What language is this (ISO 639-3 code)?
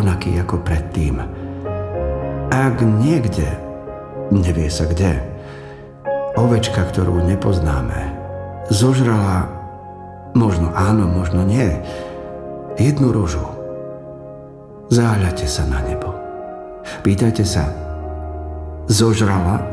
slk